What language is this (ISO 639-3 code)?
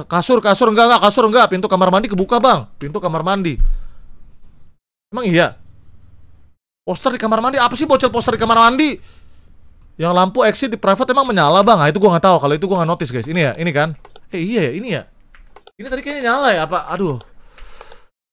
ind